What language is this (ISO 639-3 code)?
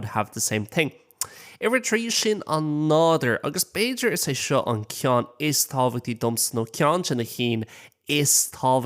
gle